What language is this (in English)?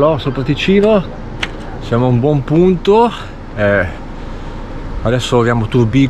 Italian